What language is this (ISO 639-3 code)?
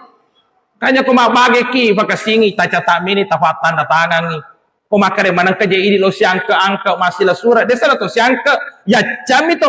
bug